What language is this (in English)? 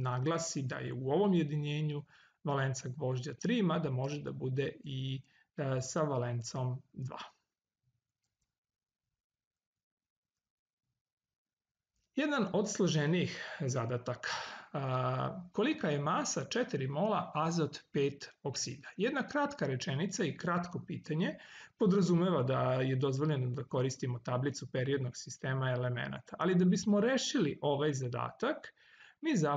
Serbian